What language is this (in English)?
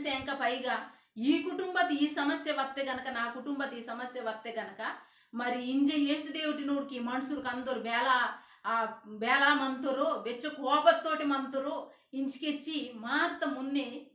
Koya